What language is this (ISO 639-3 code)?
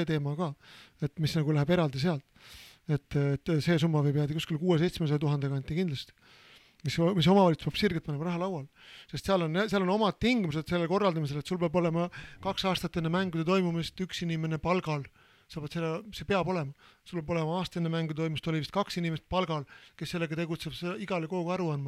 est